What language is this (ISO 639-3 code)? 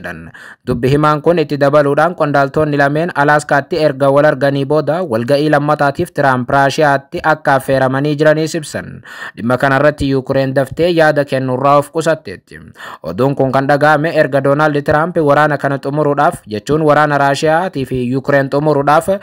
orm